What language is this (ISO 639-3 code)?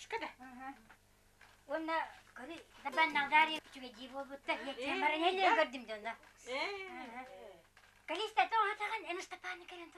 sah